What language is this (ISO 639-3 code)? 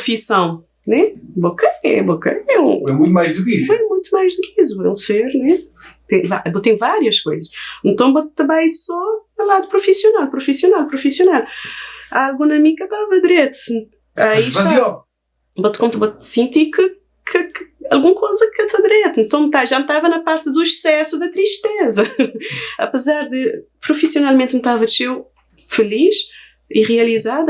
kea